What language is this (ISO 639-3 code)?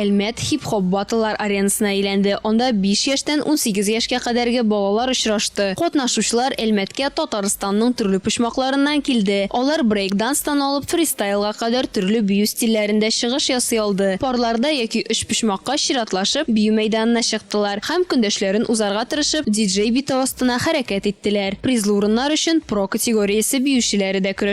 tat